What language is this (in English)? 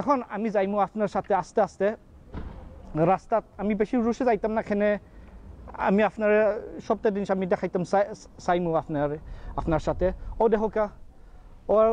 Sylheti